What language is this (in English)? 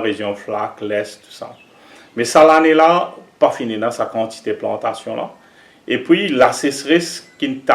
Morisyen